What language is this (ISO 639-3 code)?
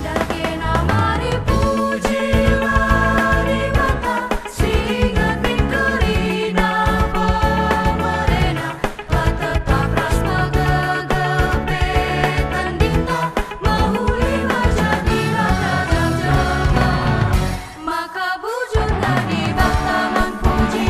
btx